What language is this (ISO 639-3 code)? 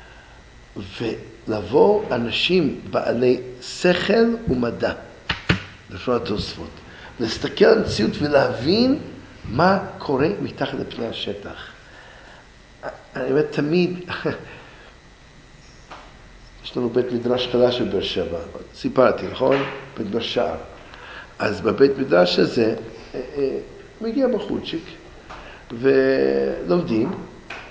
heb